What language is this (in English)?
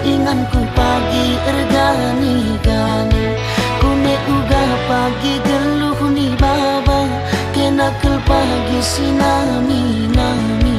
Batak Karo